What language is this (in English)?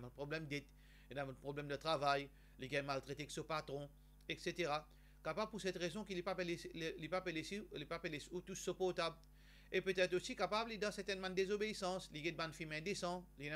Morisyen